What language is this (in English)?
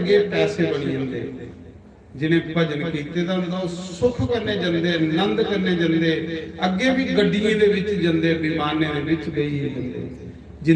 Dogri